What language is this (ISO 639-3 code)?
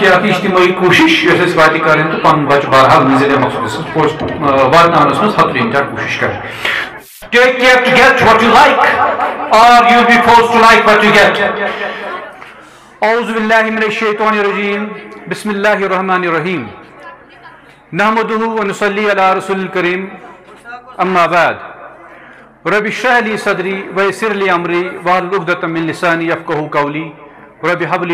kas